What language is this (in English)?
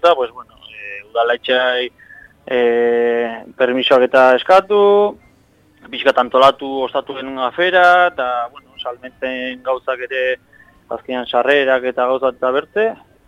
Basque